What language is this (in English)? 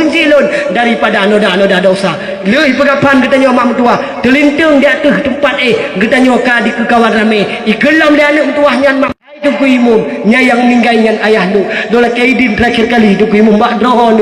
Achinese